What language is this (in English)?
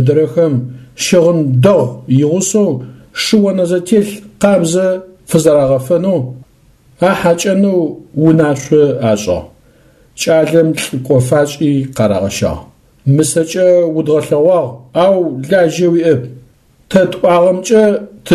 Adyghe